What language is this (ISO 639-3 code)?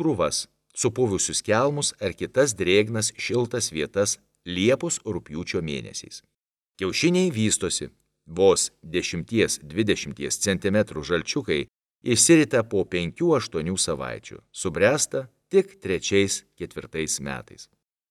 lit